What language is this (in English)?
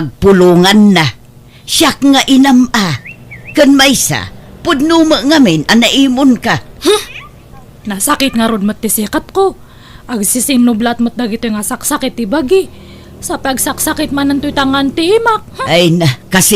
Iloko